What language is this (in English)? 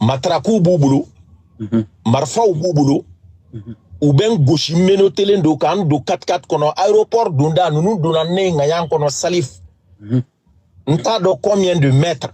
Bambara